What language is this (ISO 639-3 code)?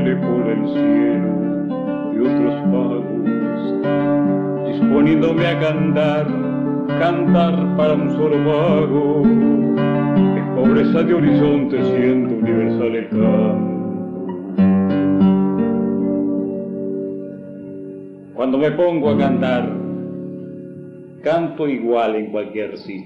spa